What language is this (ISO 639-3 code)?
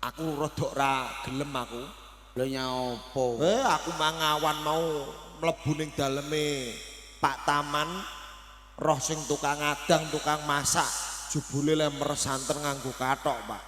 jav